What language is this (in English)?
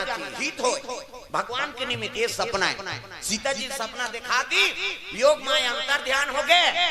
Chhattisgarhi